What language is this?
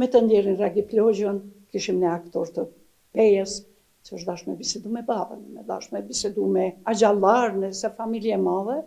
Albanian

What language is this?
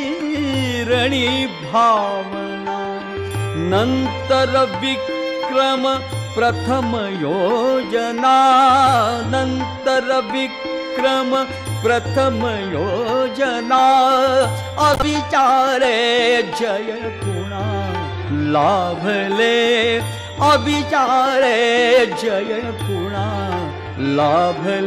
Marathi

